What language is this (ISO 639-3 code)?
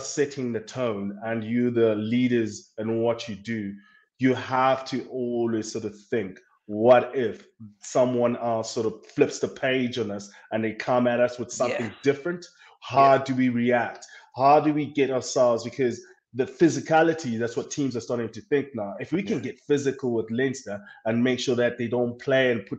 eng